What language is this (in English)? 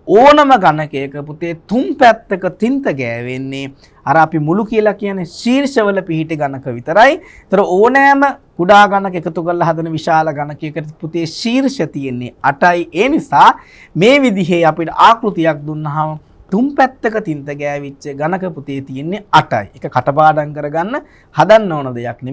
Sinhala